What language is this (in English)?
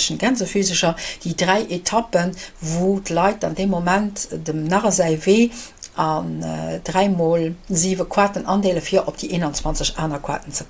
Luxembourgish